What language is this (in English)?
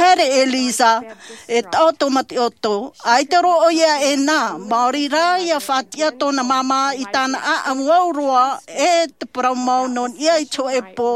Tahitian